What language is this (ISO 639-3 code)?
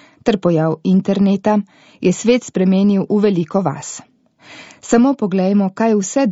slv